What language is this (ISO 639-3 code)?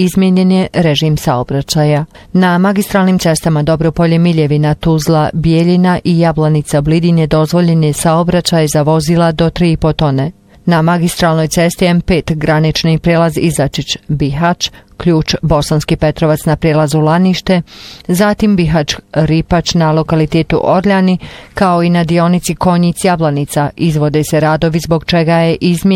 bos